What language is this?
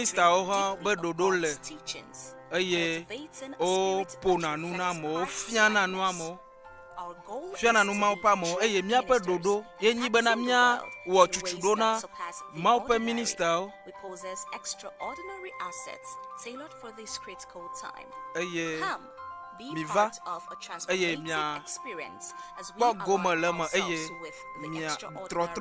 Ewe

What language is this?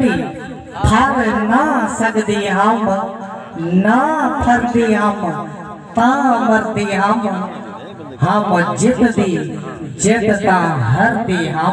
Saraiki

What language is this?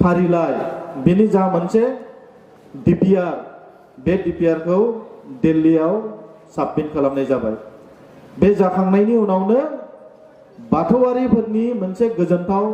Bodo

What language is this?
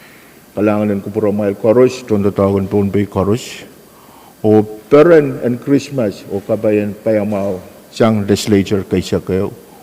Pohnpeian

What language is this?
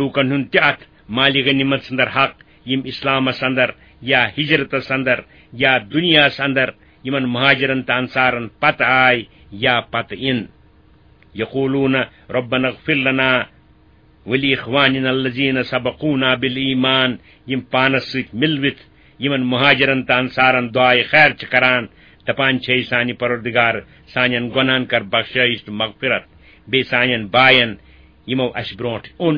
Kashmiri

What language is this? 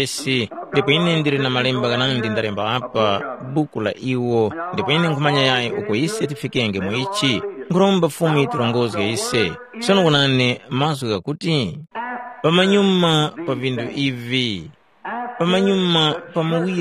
Tumbuka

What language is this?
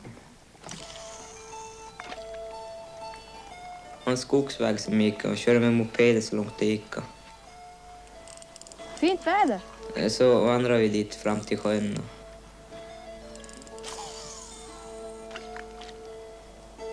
Swedish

